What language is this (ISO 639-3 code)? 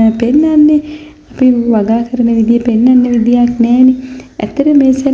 sin